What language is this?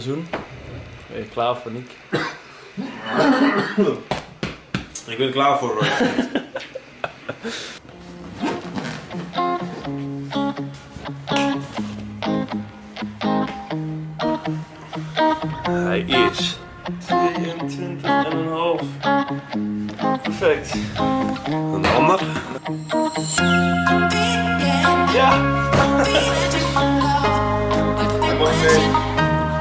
Dutch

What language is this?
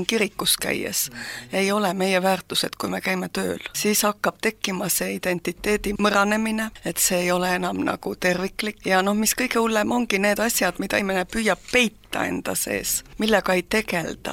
Estonian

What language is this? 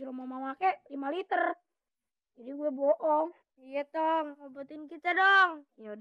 Betawi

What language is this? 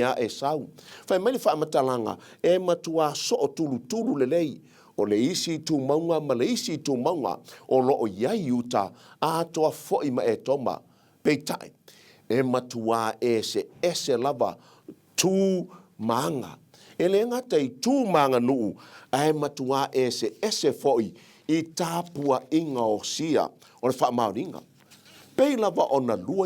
Samoan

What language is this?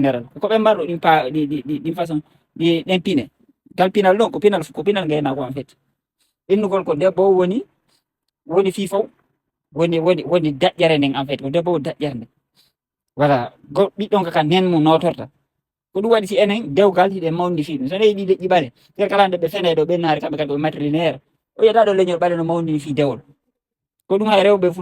Fula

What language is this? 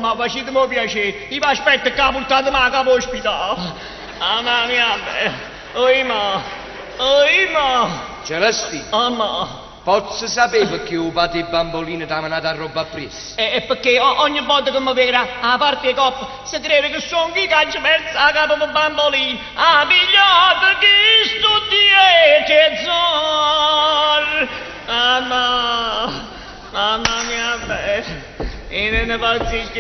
Neapolitan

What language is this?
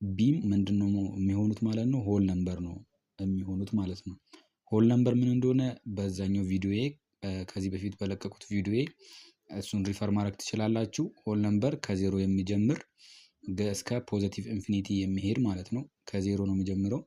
Amharic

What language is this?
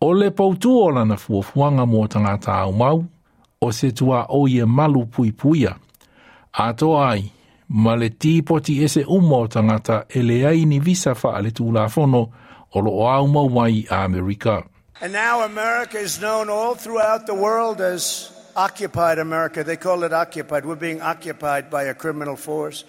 Samoan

